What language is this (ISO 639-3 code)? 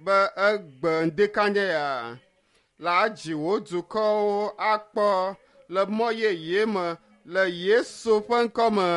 ewe